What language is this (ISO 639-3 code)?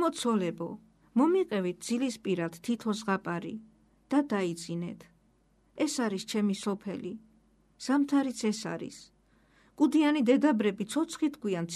kat